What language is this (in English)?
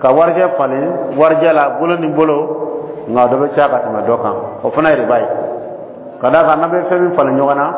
Dyula